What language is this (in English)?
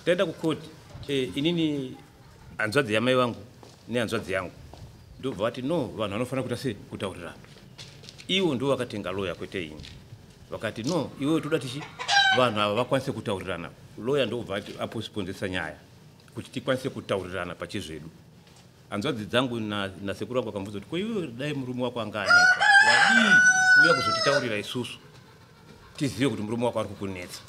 Shona